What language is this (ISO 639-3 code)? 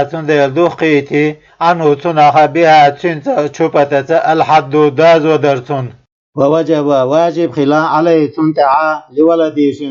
che